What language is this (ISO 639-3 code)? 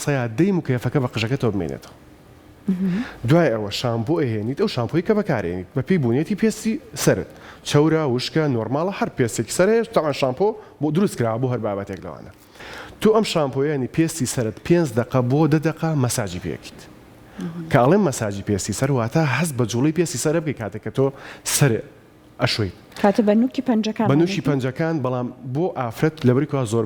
ckb